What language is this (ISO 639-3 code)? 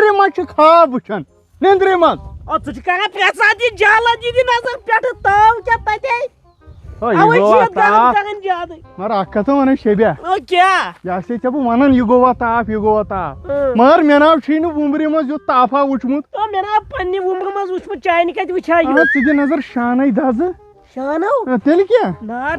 kas